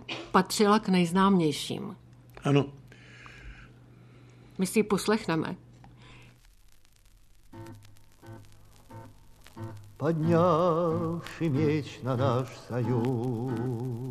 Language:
Czech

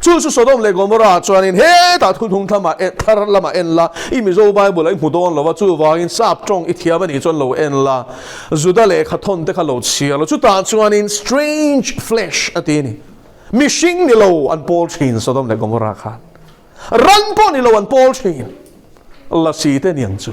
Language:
Mizo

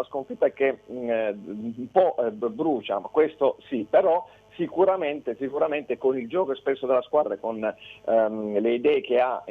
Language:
Italian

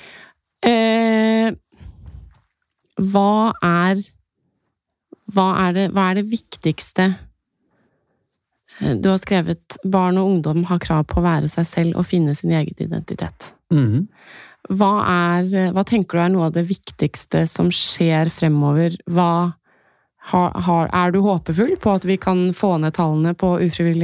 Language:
Norwegian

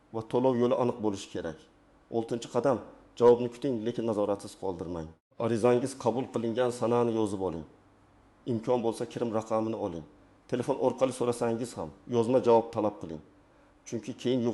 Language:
Uzbek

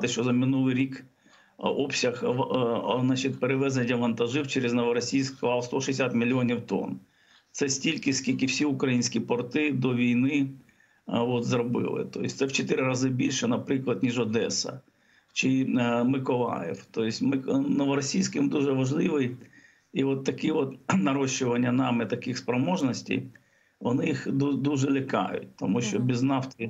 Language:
Ukrainian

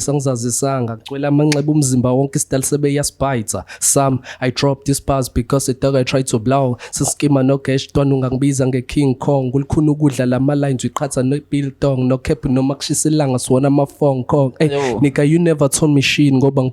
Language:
Zulu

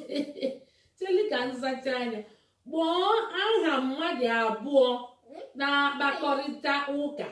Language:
Igbo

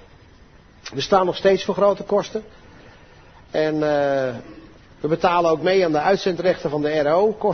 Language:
Dutch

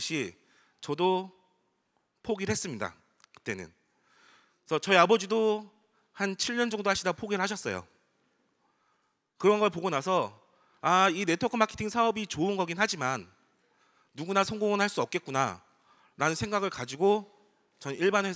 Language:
Korean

